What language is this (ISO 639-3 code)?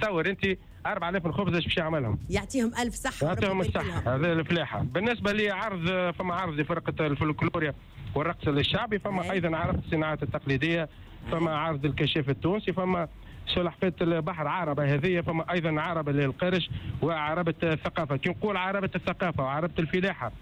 aeb